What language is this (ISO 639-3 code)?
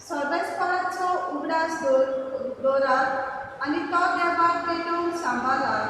kok